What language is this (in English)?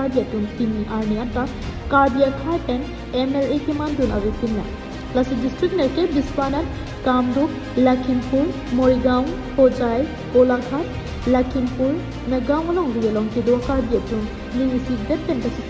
Karbi